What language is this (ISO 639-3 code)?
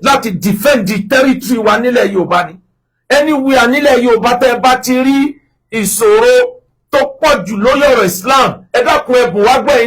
yor